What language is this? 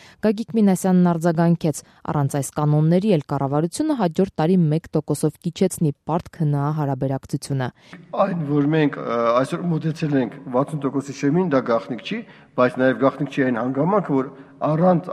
Armenian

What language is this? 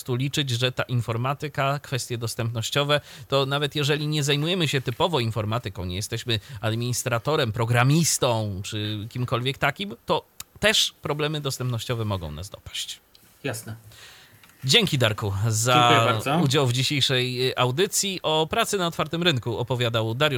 Polish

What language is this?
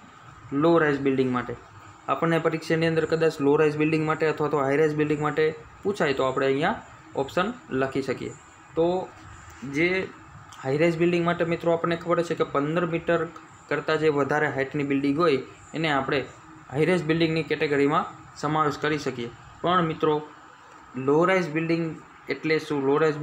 Gujarati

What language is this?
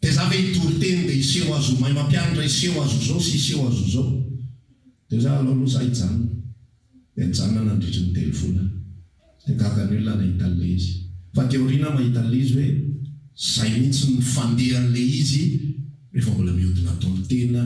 Malagasy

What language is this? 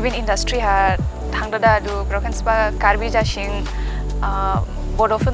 Dimasa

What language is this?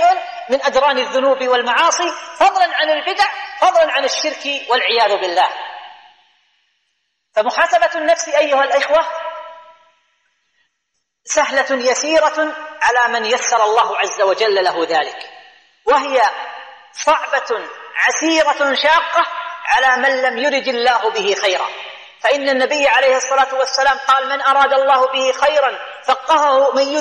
Arabic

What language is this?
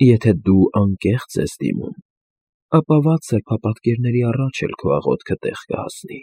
Armenian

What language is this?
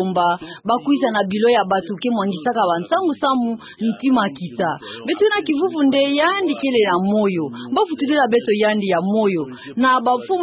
Kituba (Democratic Republic of Congo)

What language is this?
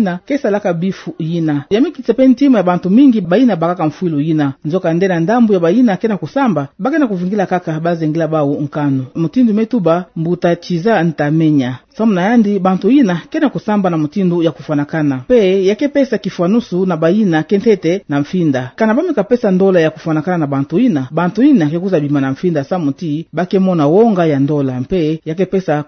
Kituba (Democratic Republic of Congo)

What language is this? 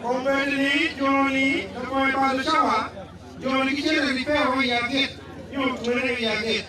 Acoli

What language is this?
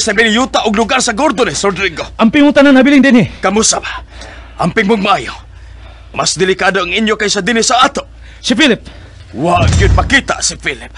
Cebuano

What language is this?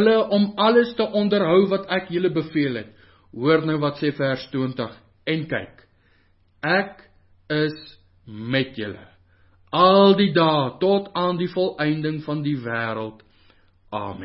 Afrikaans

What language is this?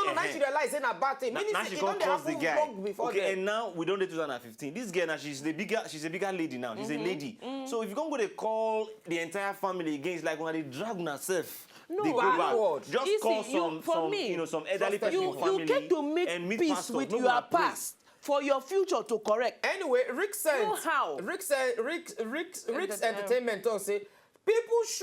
Nigerian Pidgin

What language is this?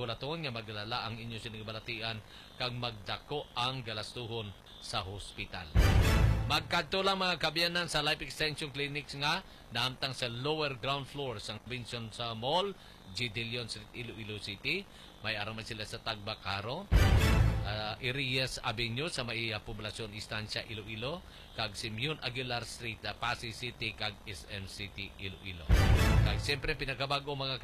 Hiligaynon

